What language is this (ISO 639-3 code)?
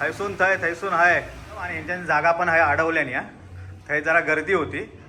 kok